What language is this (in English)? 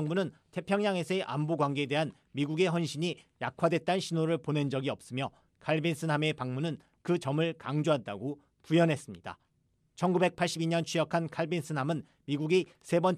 Korean